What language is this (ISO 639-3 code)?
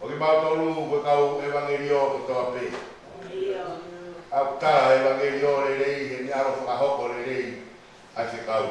ton